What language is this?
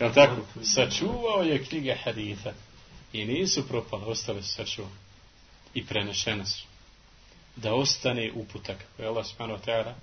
Bosnian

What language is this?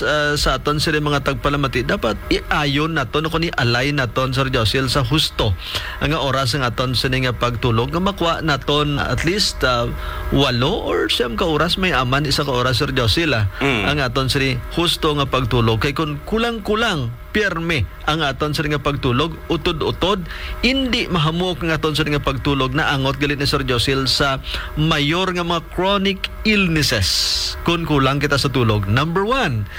Hiligaynon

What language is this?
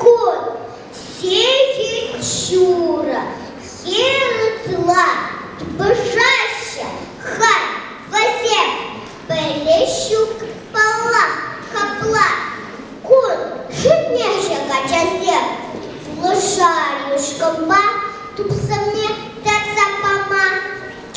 Chuvash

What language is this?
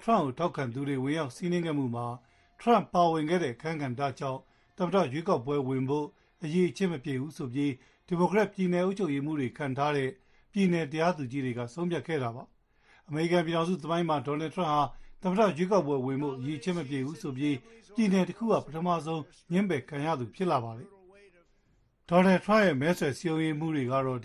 Burmese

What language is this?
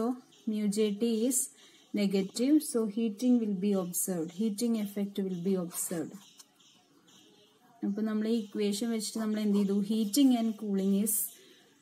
Malayalam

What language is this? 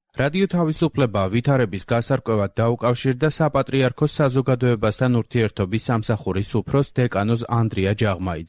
Georgian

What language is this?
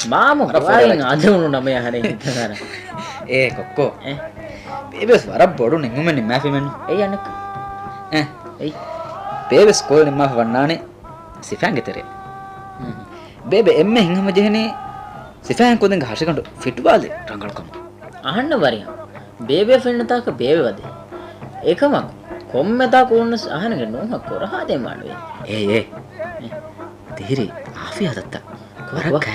Divehi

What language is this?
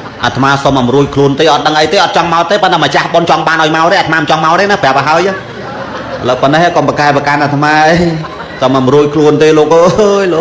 Khmer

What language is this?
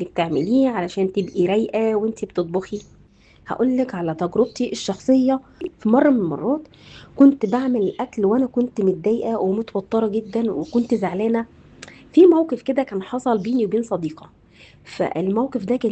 Egyptian Arabic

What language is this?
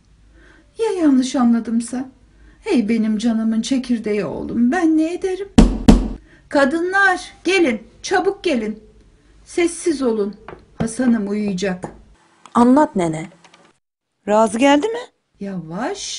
Turkish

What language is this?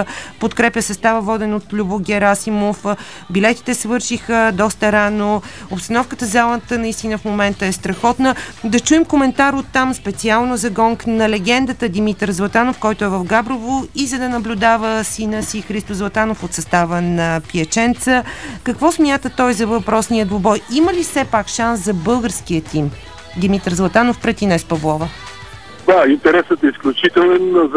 Bulgarian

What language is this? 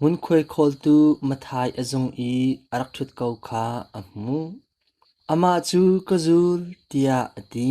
Hakha Chin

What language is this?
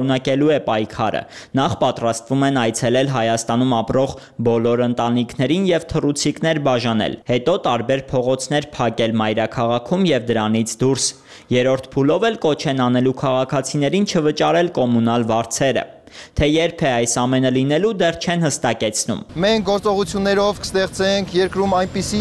Armenian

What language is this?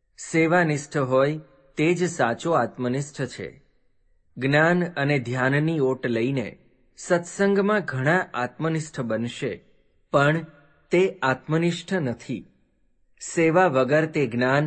Gujarati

